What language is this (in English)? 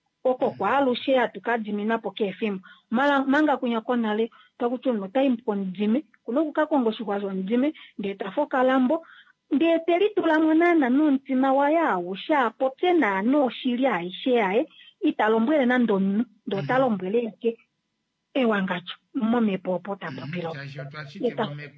Kuanyama